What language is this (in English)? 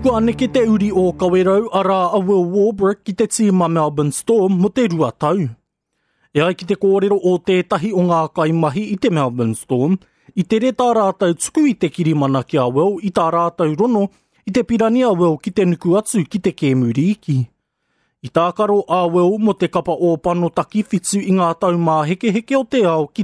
Māori